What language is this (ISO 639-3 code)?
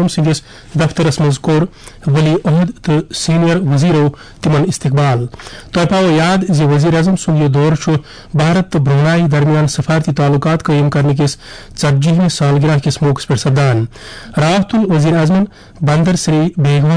kas